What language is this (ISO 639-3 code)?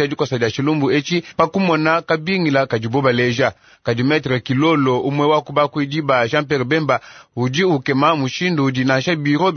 lua